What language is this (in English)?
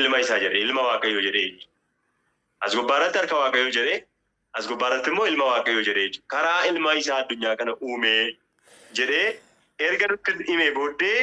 Oromo